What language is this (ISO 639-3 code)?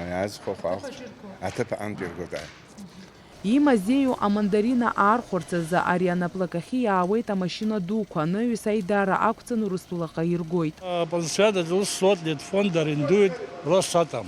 abk